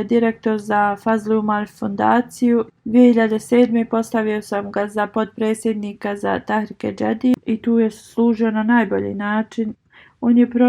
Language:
Bosnian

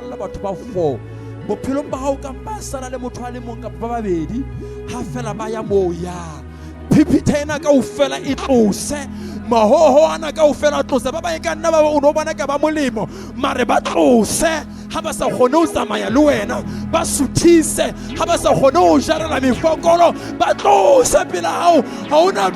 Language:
Southern Sotho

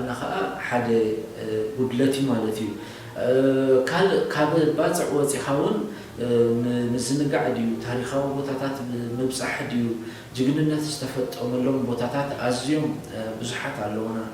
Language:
Tigrinya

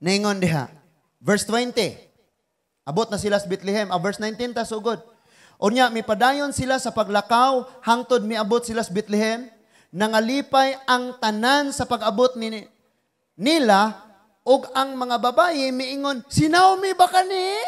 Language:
Cebuano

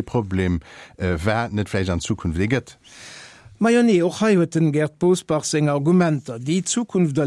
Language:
Luxembourgish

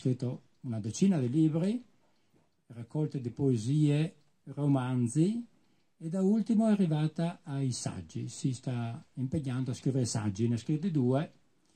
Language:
Italian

